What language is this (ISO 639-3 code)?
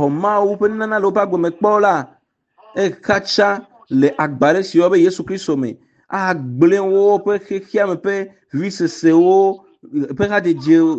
ewe